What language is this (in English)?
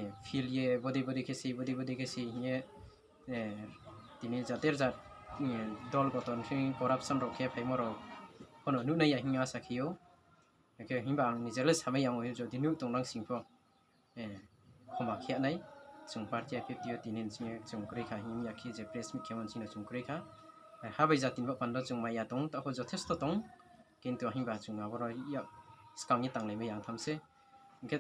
Riang (India)